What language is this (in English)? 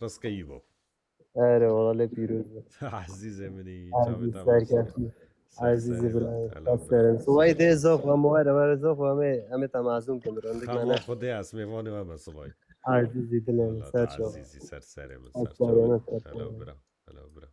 Kurdish